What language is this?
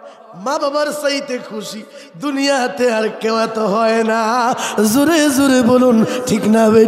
Bangla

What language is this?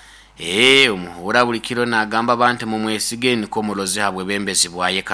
Nyoro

